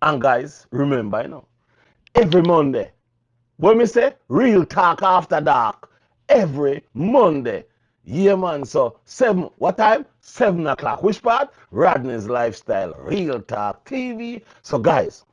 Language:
Jamaican Creole English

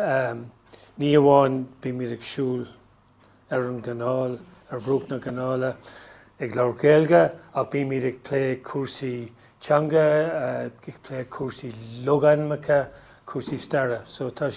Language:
Irish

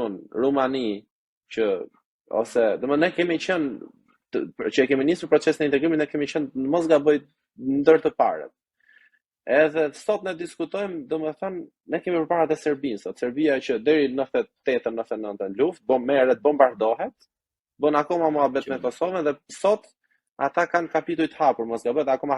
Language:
Albanian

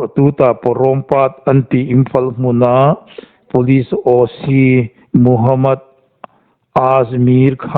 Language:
Hmar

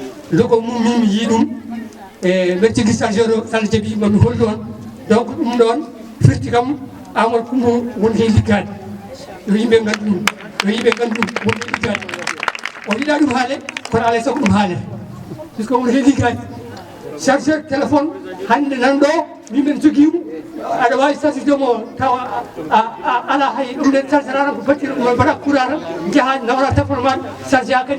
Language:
Fula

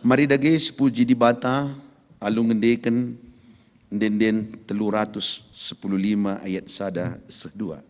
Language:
Batak Karo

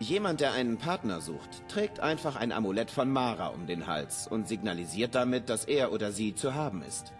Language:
Bavarian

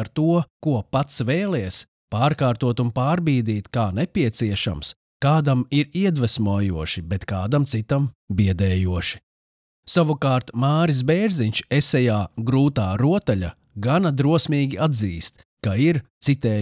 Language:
Latvian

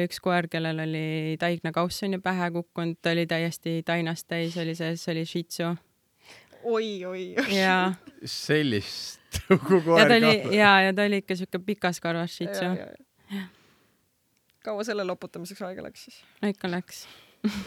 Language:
Estonian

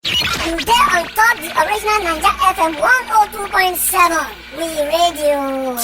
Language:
Nigerian Pidgin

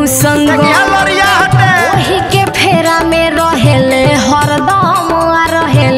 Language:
Bhojpuri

